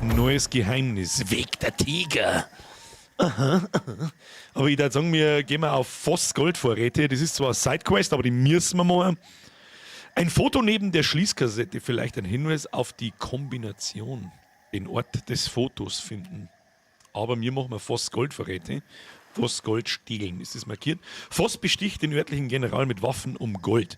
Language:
Bavarian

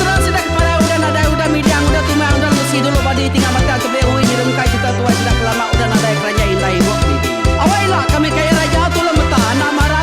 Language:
Iban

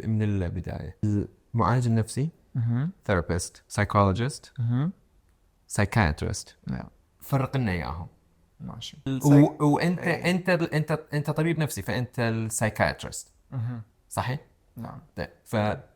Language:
Mesopotamian Arabic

